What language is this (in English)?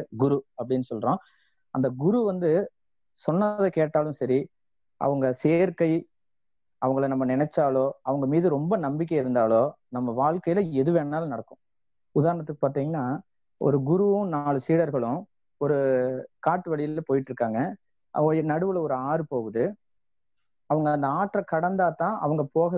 Tamil